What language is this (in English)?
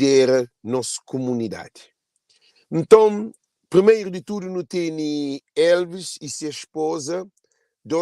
Kabuverdianu